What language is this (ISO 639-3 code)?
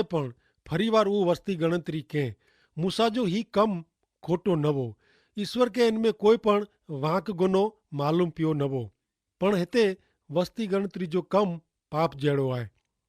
kfr